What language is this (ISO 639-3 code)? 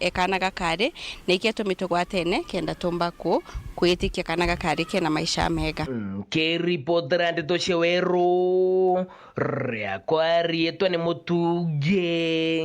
mer